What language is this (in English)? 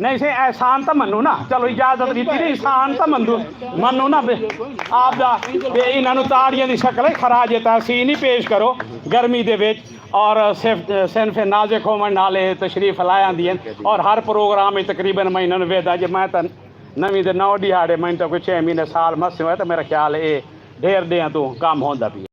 Saraiki